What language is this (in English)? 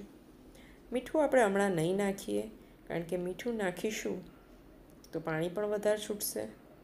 Gujarati